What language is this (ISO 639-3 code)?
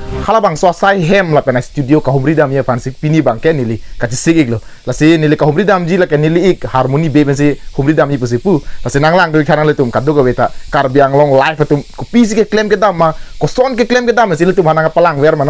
mjw